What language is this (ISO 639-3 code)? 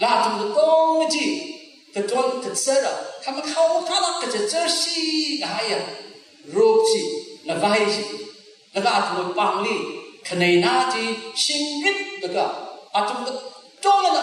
nmf